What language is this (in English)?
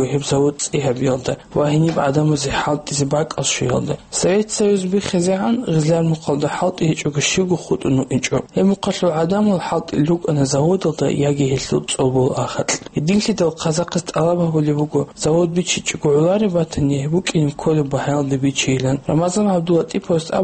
Avaric